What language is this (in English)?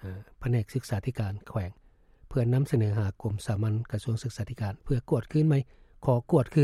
Lao